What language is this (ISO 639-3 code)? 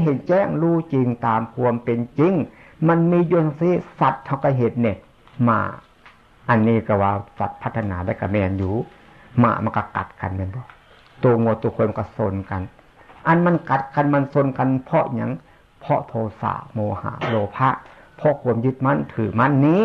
tts